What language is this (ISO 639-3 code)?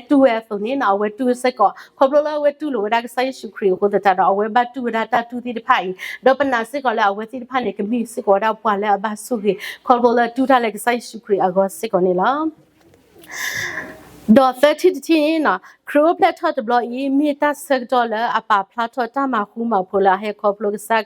ksw